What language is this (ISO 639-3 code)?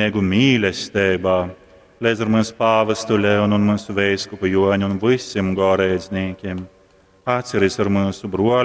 ltg